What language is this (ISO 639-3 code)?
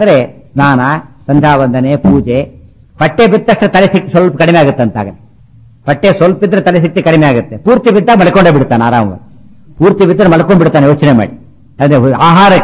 kan